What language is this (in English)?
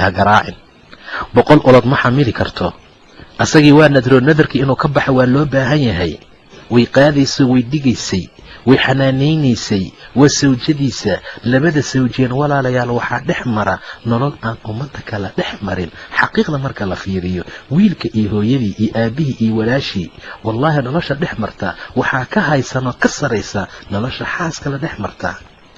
Somali